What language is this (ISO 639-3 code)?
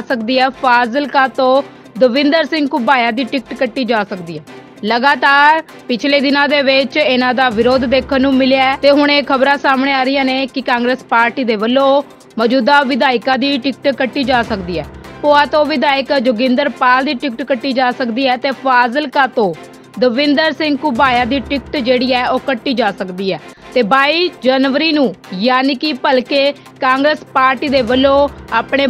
pan